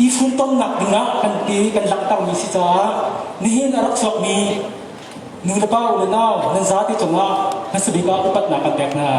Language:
Hakha Chin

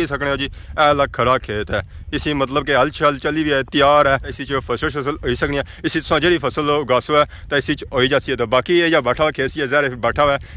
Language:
Pahari-Potwari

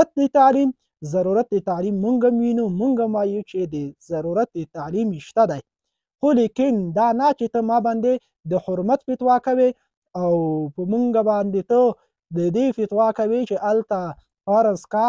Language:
Pashto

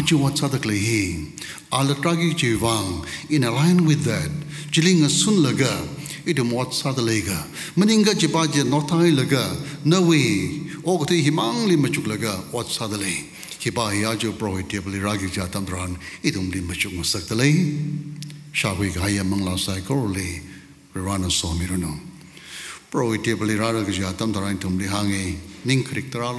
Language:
Tangkhul Naga (India)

